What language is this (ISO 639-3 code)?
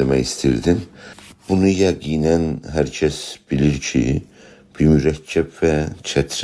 azb